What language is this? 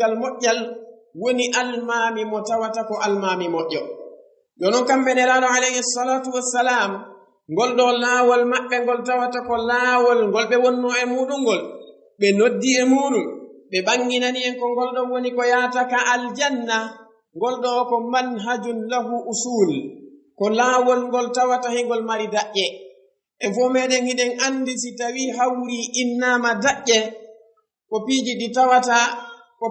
Fula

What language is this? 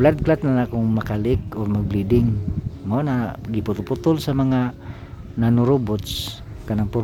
Cebuano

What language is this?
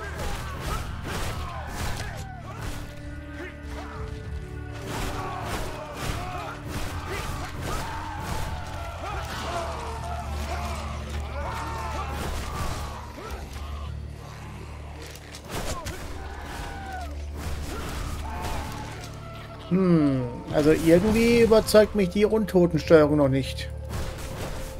German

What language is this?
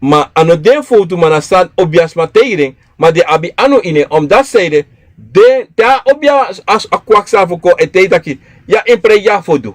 Sranan Tongo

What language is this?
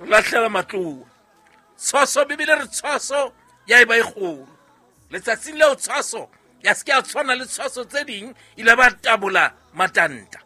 Southern Sotho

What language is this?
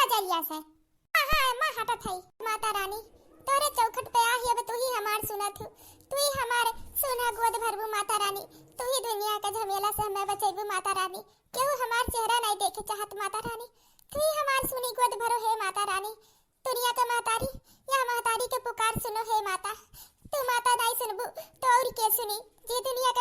Awadhi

